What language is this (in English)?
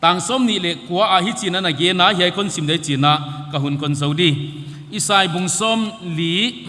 Paite Chin